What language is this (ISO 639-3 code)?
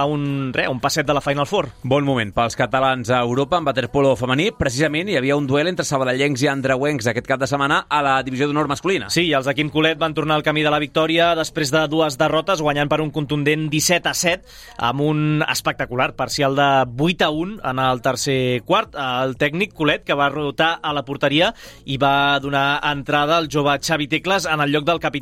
cat